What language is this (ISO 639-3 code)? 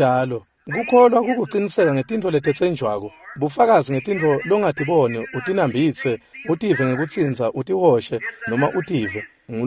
ssw